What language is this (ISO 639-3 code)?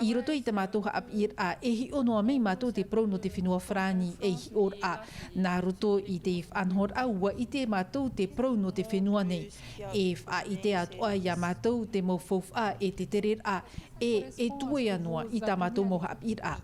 tah